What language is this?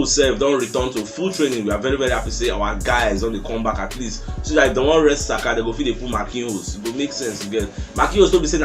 Nigerian Pidgin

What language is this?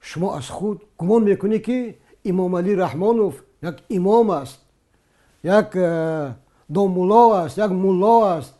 Tajik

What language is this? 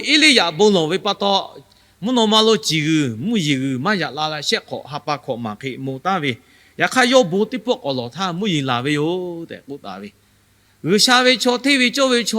Lahu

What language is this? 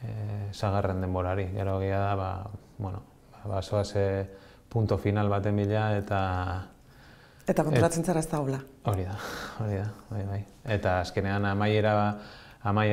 Basque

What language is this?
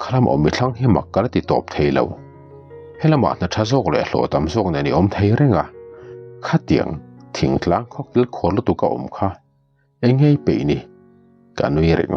Mizo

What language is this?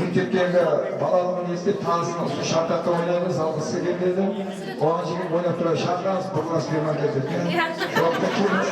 Kara-Kalpak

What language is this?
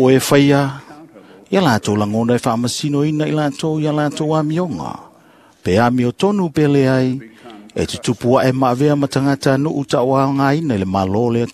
Samoan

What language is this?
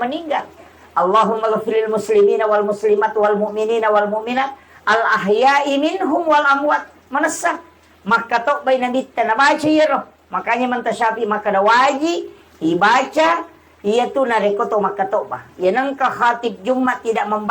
Buginese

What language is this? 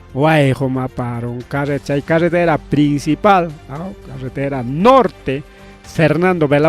Ayacucho Quechua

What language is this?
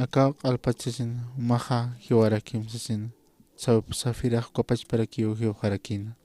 Aymara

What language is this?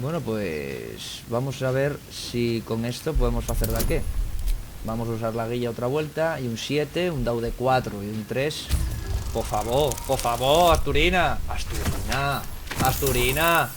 Asturian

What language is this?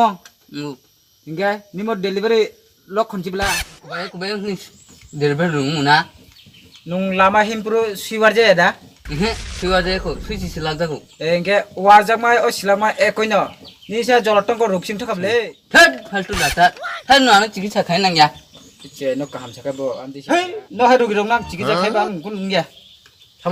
Kok Borok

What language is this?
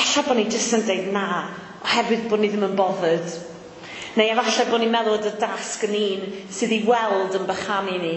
Welsh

